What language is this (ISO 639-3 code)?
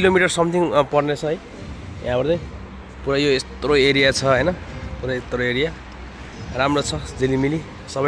nep